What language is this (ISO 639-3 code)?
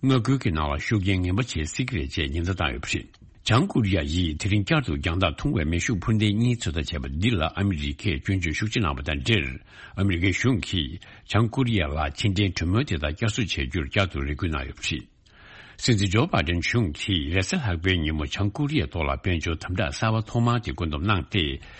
bod